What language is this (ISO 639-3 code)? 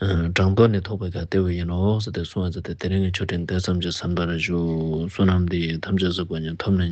lbj